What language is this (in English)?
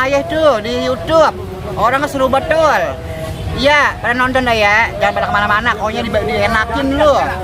Betawi